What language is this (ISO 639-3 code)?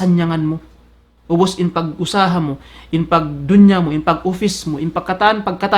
tsg